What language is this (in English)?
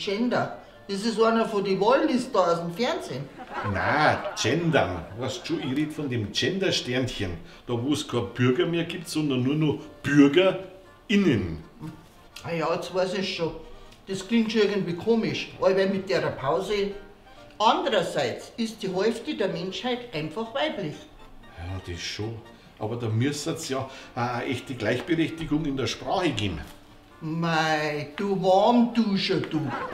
Bavarian